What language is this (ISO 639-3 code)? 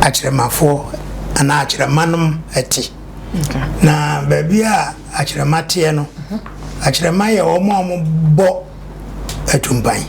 aka